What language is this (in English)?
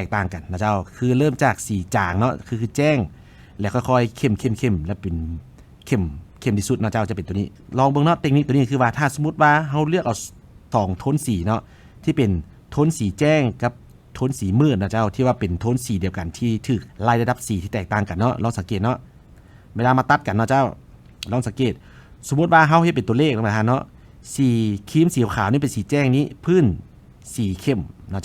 Lao